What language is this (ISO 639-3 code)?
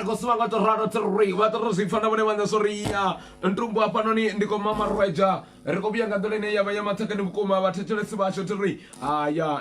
ven